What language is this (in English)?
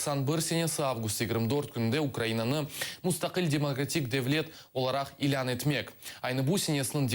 Crimean Tatar